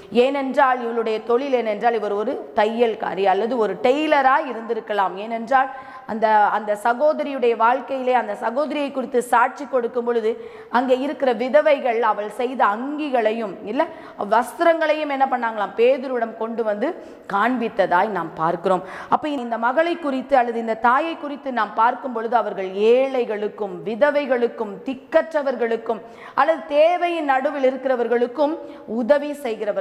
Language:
Tamil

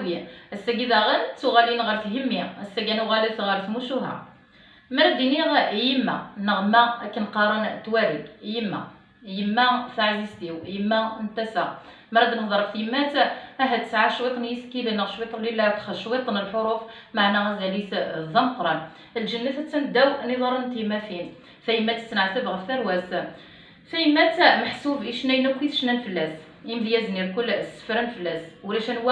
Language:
Kabyle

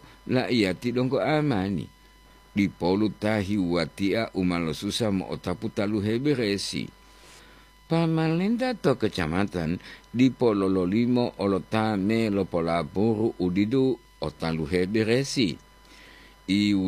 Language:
Gorontalo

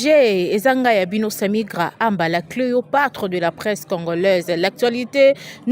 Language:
Lingala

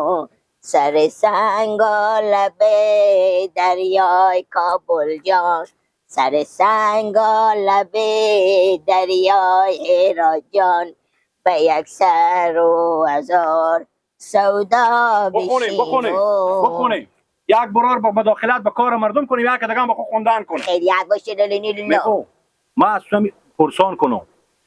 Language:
Persian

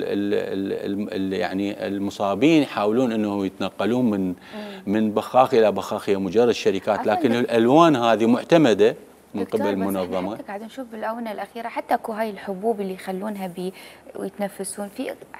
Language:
Mesopotamian Arabic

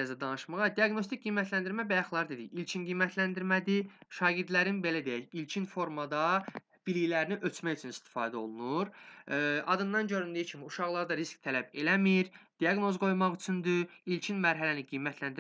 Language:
Azerbaijani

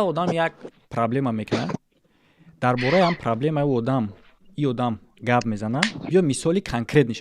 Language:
Tajik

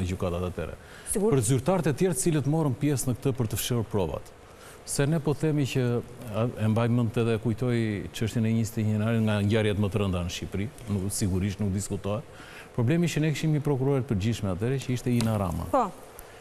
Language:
Albanian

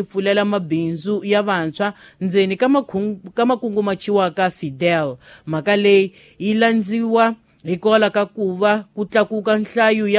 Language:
Tsonga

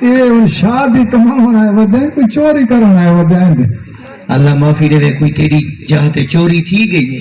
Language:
Saraiki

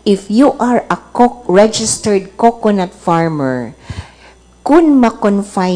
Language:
Cebuano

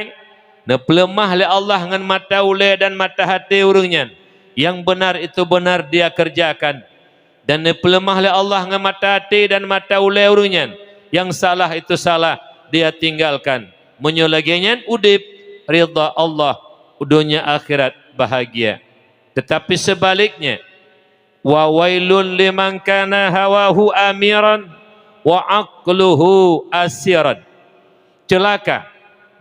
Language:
Achinese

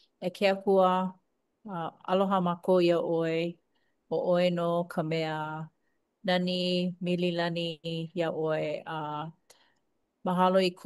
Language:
Hawaiian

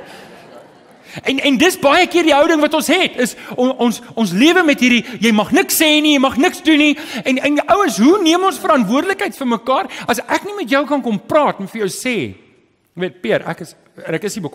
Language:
Afrikaans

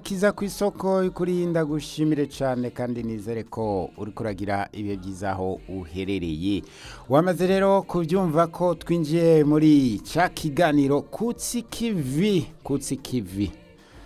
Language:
Rundi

